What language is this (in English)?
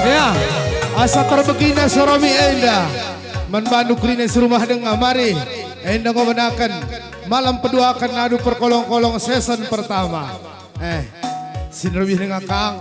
Batak Karo